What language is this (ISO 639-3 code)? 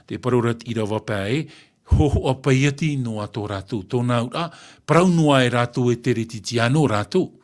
tah